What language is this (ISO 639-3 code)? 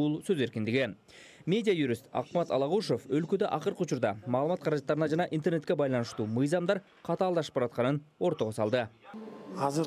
kir